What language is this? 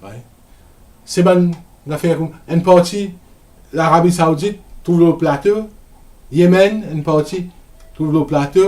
Morisyen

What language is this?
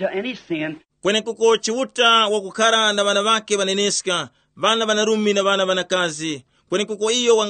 Tumbuka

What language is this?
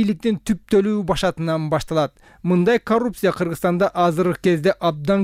Kyrgyz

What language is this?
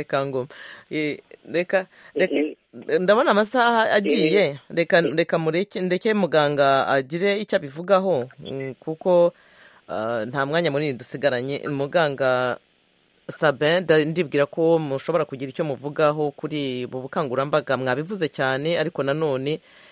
Kinyarwanda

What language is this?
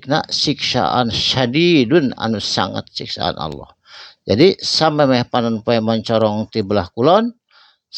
Sundanese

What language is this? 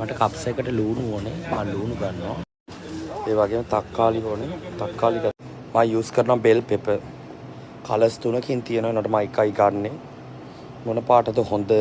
Sinhala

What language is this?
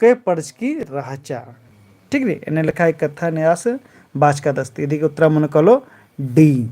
Kurukh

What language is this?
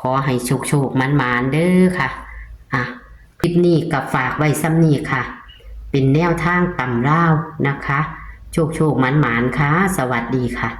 Northeastern Thai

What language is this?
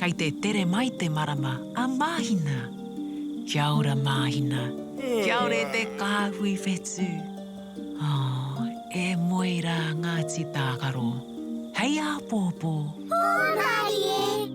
Māori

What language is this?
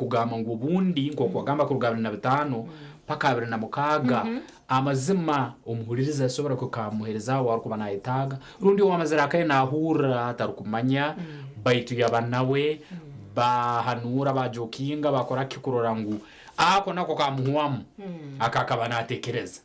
Nyankole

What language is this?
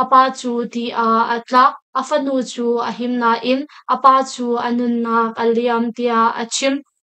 Hakha Chin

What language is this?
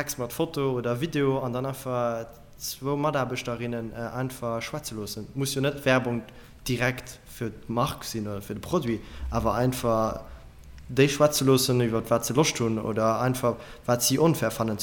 Luxembourgish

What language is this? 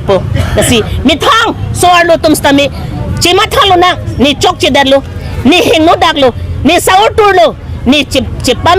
Karbi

